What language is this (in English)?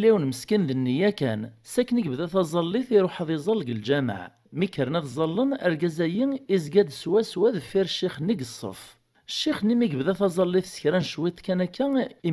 Kabyle